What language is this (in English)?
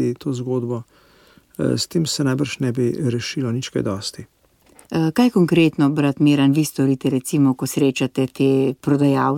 Slovenian